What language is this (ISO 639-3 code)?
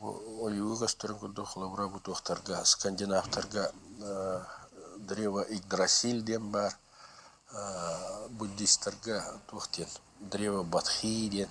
sah